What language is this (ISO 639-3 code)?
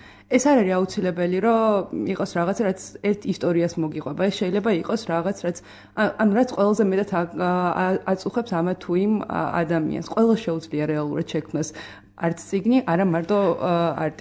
kat